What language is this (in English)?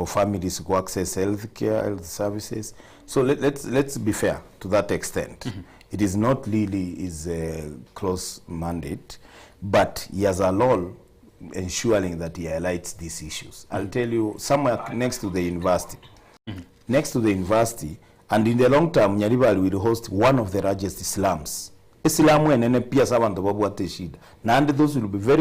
Gusii